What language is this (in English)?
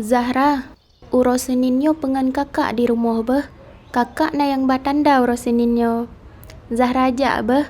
Achinese